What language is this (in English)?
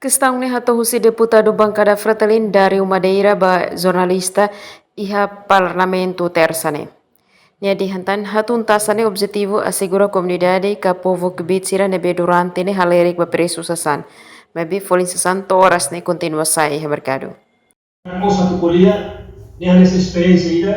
Tetum